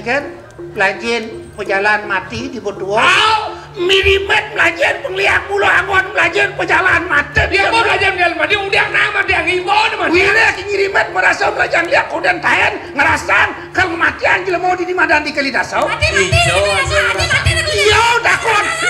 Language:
Balinese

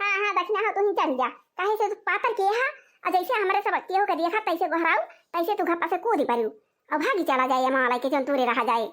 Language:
Awadhi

